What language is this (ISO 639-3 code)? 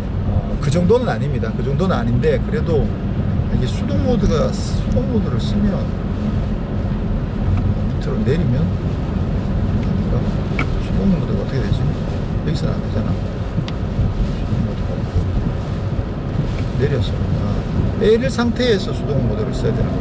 kor